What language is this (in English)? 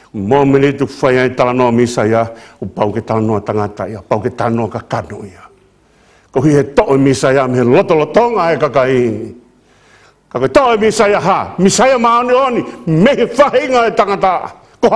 Tongan